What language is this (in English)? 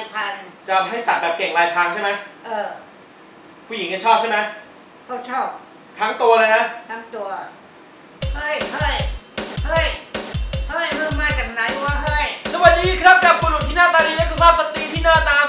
Thai